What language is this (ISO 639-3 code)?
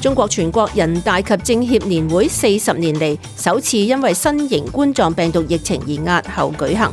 yue